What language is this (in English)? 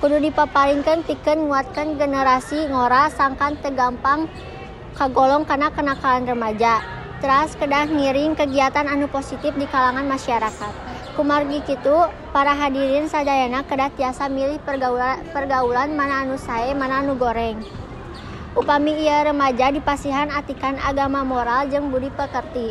Sundanese